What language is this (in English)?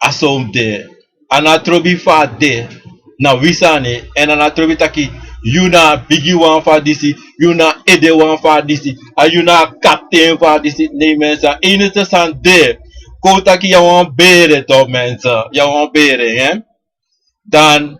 Sranan Tongo